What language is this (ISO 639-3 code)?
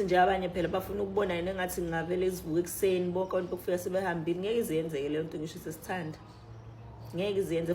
zul